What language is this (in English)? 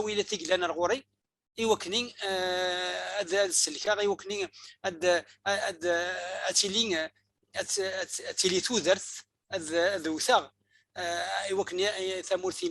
Kabyle